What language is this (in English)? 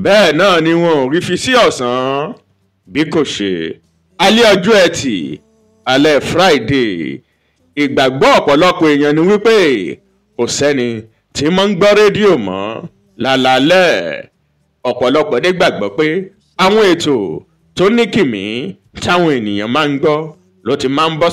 Yoruba